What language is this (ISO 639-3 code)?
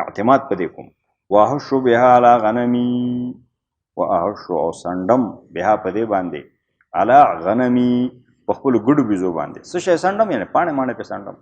pus